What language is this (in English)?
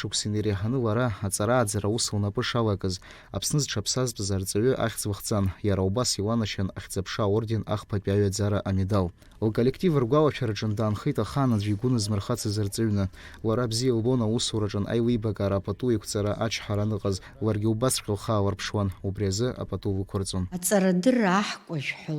Abkhazian